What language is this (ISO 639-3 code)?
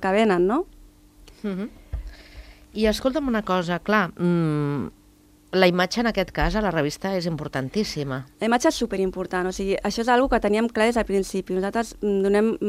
cat